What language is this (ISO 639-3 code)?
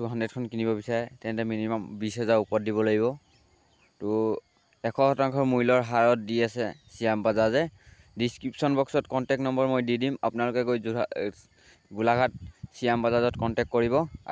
asm